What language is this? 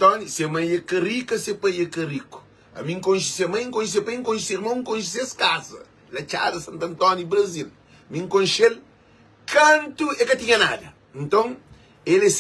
Kabuverdianu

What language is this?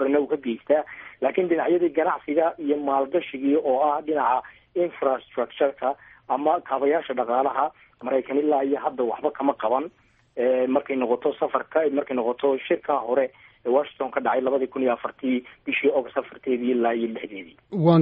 Somali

